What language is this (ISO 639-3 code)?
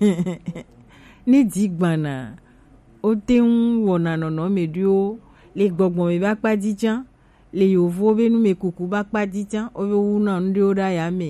gej